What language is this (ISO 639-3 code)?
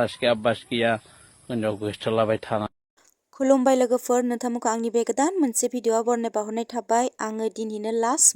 brx